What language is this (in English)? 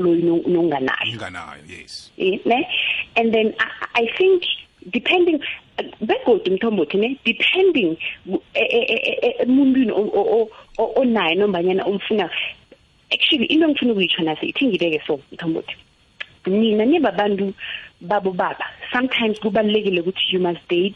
South Ndebele